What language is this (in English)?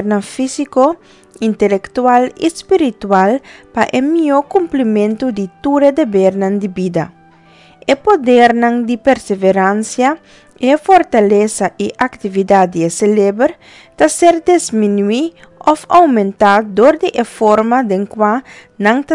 Papiamento